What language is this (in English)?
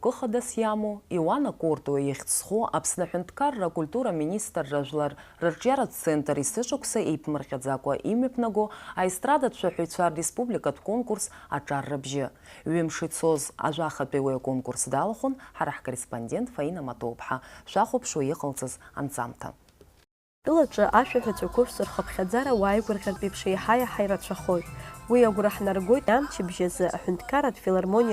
Abkhazian